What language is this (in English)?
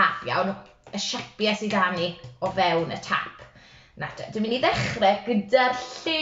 Welsh